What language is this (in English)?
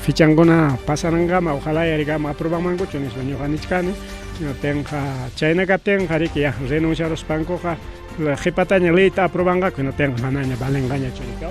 Ayacucho Quechua